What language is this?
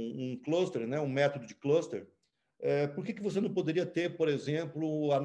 Portuguese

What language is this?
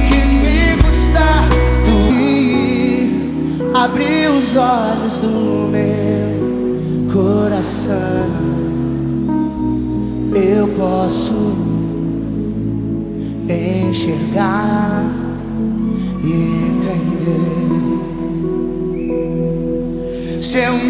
Portuguese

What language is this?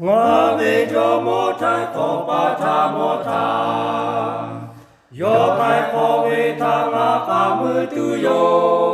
Lahu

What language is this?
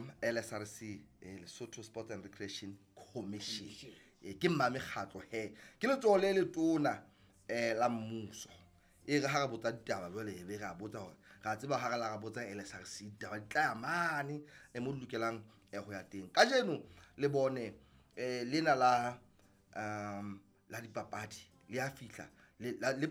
Southern Sotho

